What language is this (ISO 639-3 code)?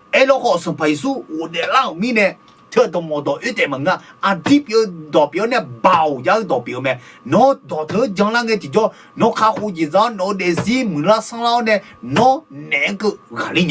ahk